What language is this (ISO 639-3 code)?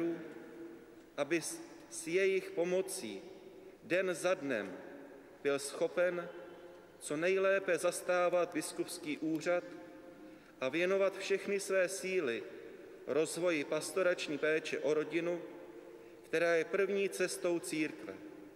ces